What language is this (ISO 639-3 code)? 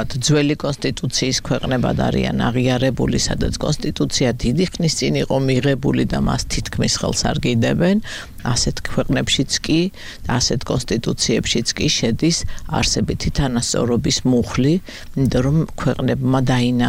kat